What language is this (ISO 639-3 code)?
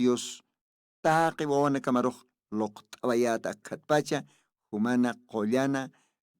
aym